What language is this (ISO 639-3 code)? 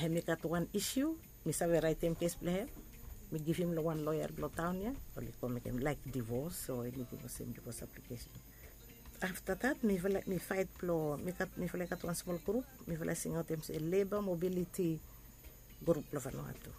bis